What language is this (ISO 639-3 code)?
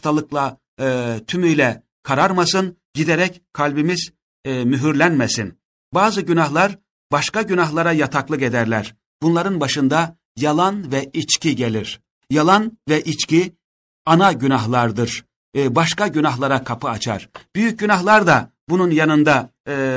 tur